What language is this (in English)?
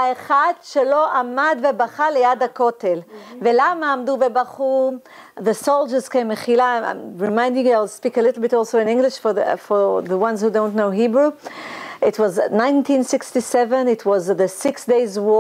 Hebrew